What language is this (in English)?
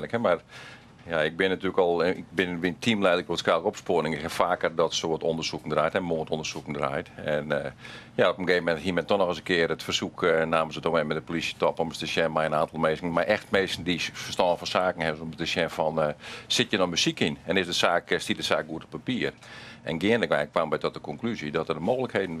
Western Frisian